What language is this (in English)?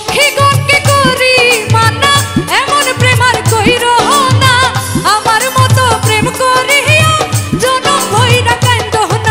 Sylheti